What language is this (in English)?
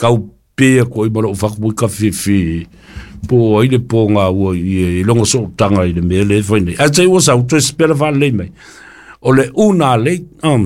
Samoan